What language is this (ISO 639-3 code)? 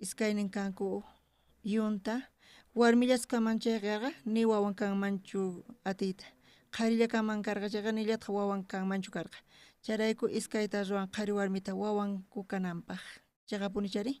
quh